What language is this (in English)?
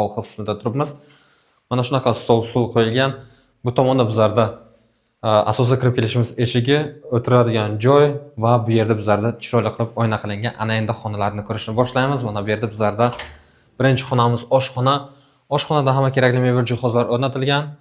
Uzbek